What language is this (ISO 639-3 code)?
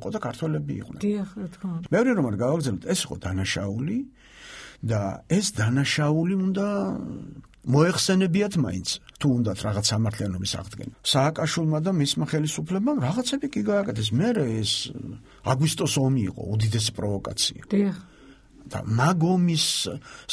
kat